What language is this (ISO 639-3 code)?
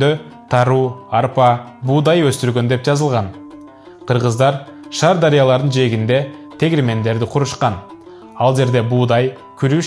kir